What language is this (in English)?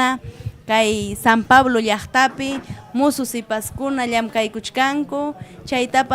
Ayacucho Quechua